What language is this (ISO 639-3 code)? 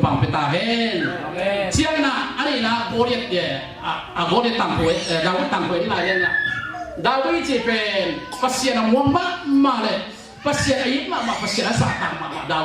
ctd